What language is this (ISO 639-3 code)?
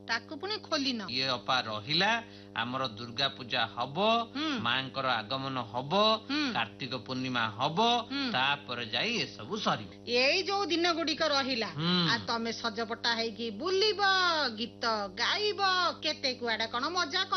ori